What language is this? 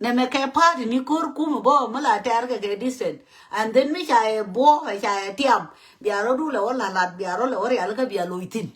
Nuer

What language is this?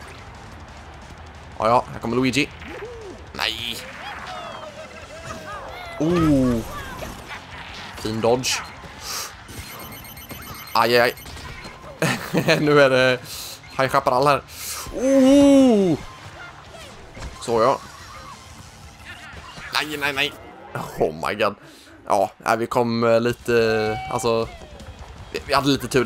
Swedish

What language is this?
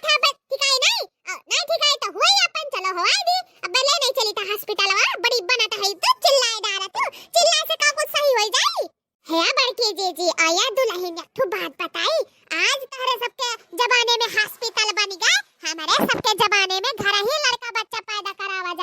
Awadhi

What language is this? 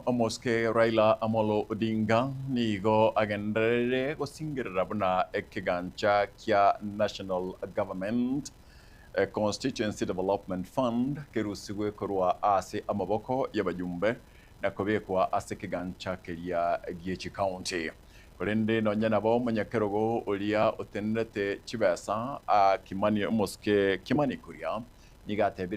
Gusii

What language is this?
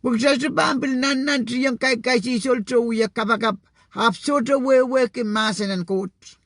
Pohnpeian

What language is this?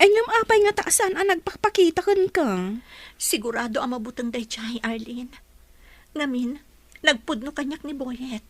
Iloko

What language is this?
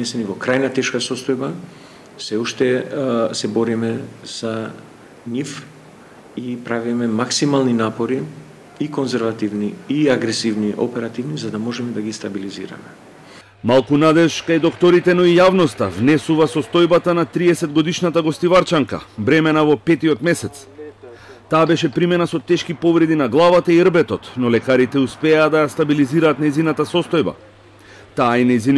Macedonian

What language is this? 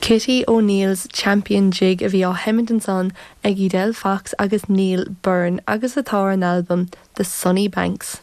Irish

